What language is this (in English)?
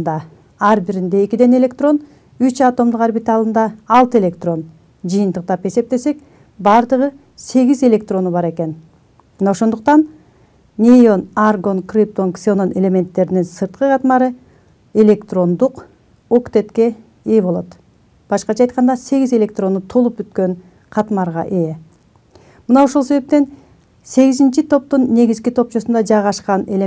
Kyrgyz